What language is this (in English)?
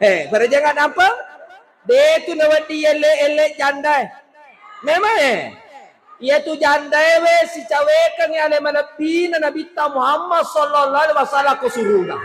Buginese